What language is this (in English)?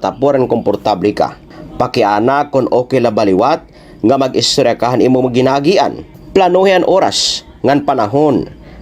Waray